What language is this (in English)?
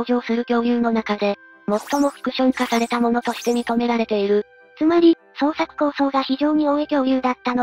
Japanese